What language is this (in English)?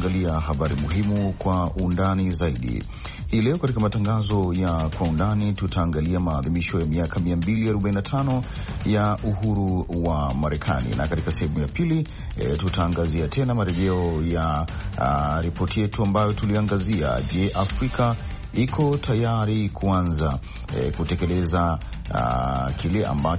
Swahili